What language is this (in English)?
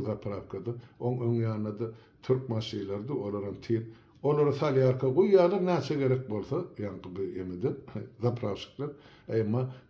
Turkmen